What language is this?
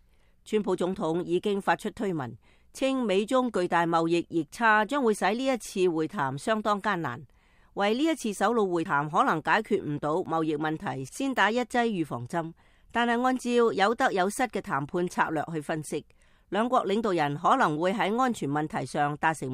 Cantonese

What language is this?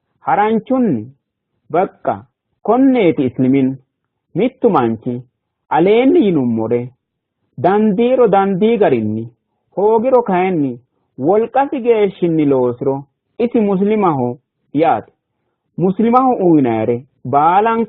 Sidamo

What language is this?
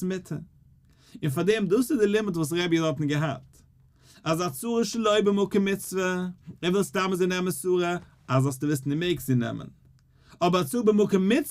Yiddish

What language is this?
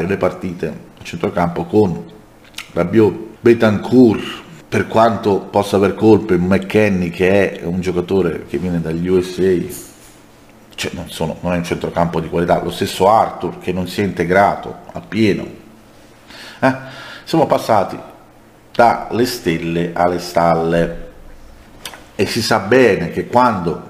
Italian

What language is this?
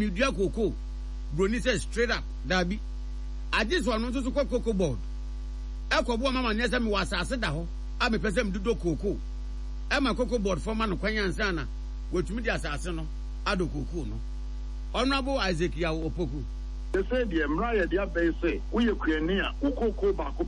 Akan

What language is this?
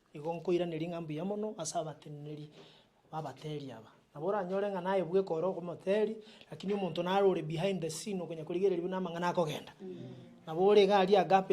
Gusii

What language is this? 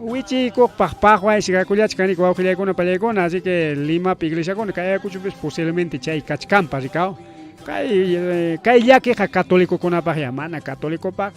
Ayacucho Quechua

